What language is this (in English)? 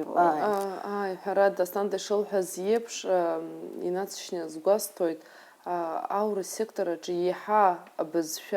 Abkhazian